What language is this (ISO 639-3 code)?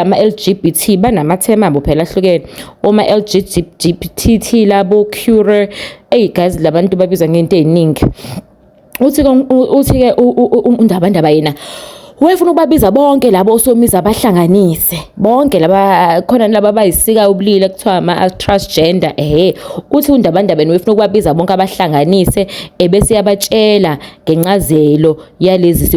zul